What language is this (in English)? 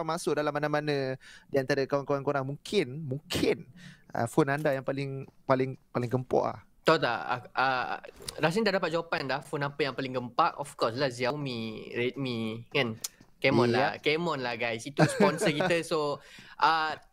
Malay